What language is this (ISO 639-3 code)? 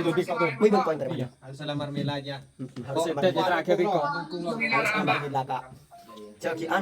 mad